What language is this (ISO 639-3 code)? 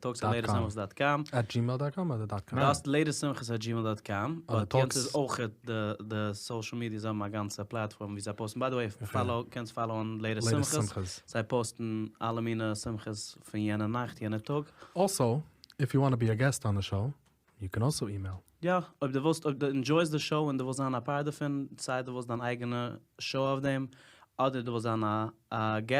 yid